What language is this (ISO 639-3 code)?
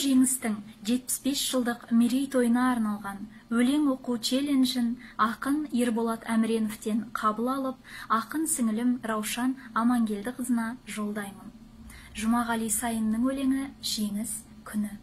kaz